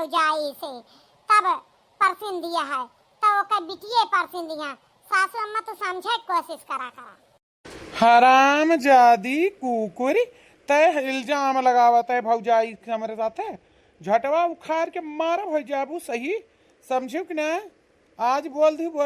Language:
Awadhi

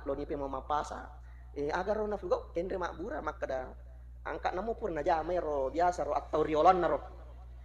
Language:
Buginese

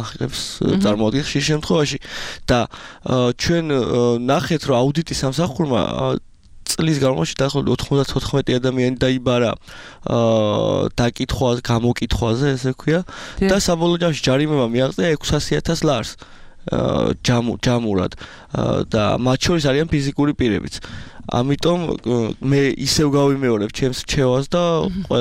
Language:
Georgian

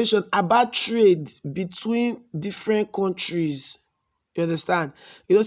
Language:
Nigerian Pidgin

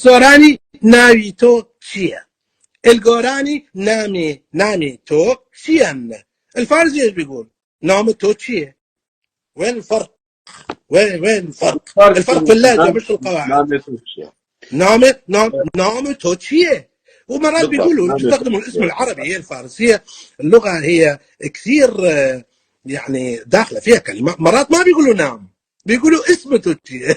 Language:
North Levantine Arabic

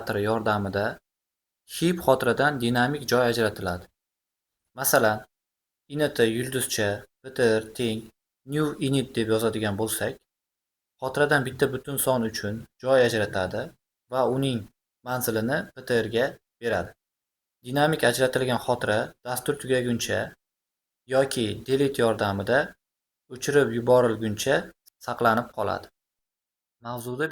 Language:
Uzbek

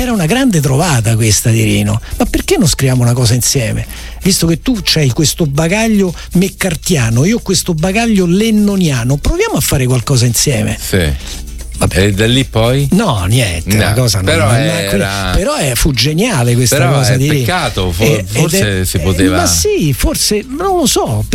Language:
Italian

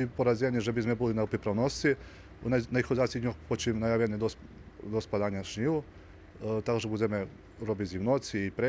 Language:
Rusyn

